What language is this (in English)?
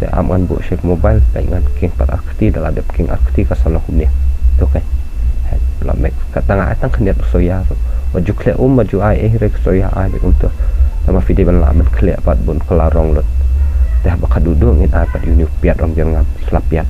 Khasi